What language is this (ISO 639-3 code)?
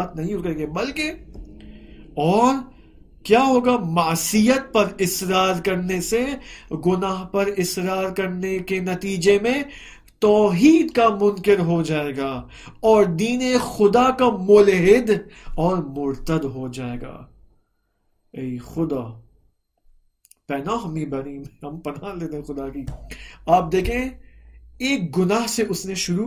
urd